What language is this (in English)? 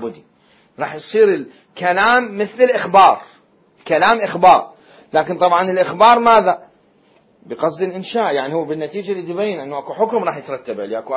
Mesopotamian Arabic